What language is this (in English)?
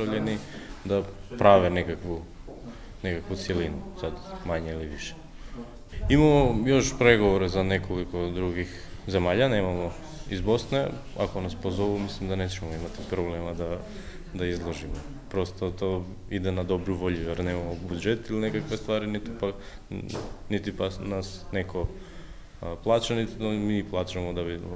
Macedonian